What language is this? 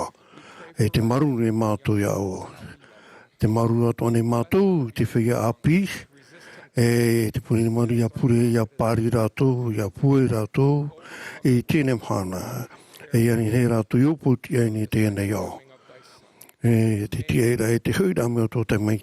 Tahitian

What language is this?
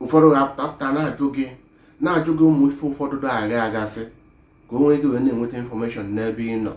Igbo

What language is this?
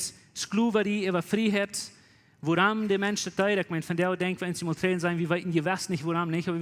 Plautdietsch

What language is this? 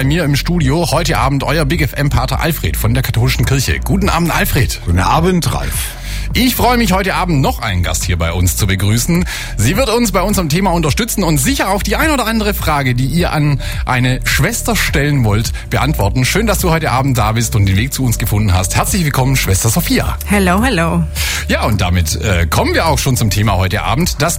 German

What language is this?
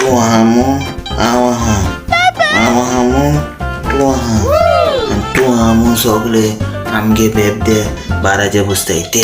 Konkani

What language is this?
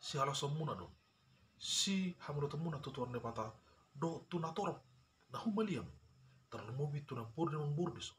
Batak Toba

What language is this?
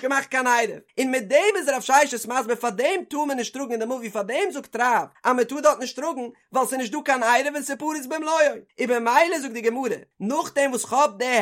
Yiddish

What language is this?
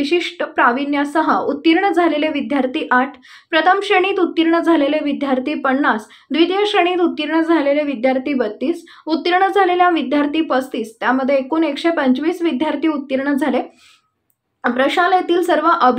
Marathi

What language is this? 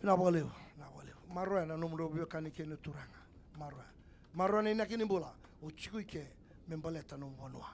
Fijian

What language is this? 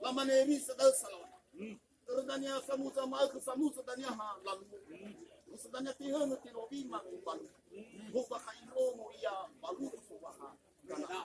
Nias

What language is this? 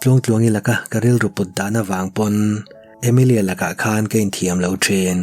Mizo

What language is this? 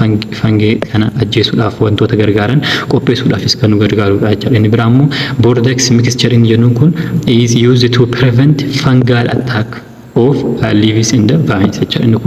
Oromo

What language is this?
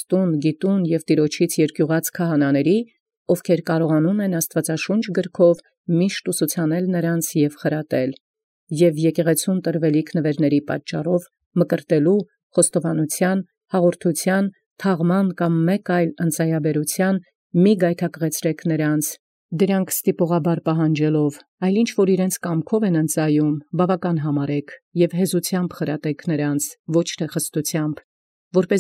Armenian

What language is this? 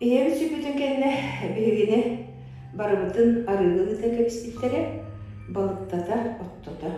Yakut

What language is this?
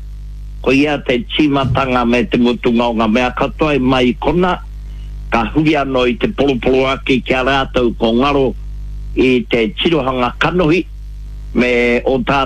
Māori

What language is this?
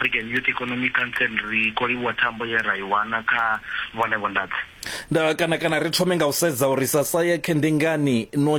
Venda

